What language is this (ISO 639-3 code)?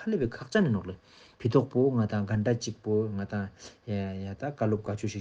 lbj